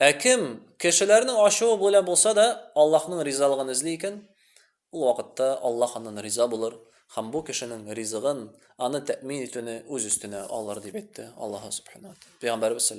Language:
Tatar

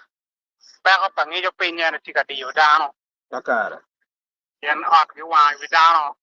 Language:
Acoli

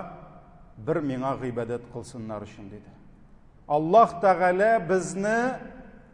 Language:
Tatar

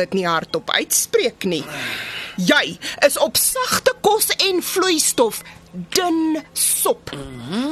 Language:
Afrikaans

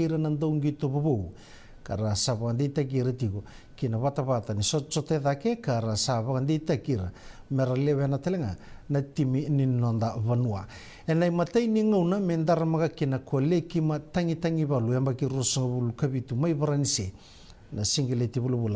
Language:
Fijian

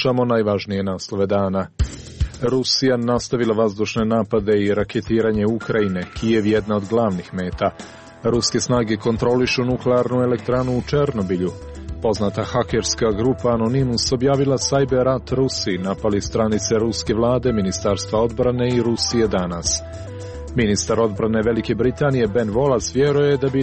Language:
Croatian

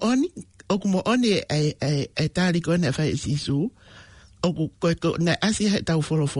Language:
Tongan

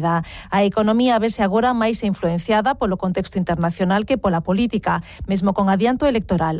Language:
Galician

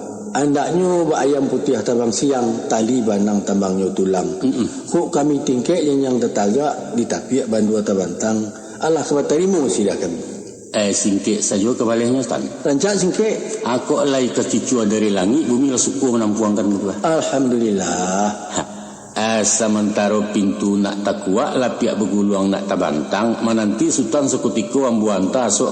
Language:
Minangkabau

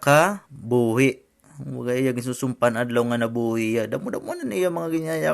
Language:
Waray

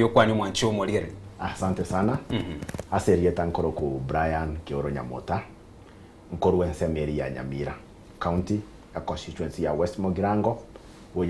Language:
Gusii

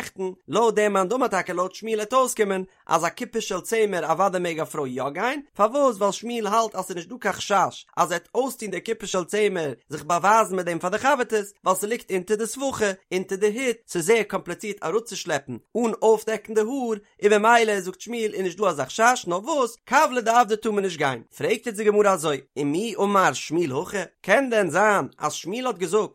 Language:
Yiddish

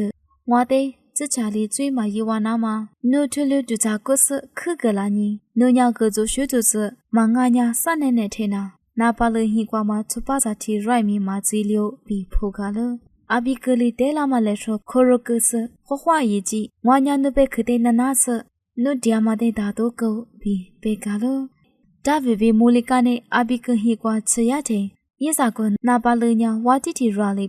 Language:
Lisu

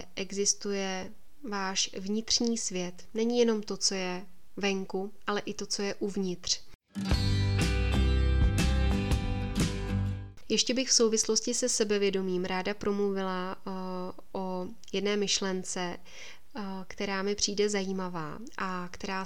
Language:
Czech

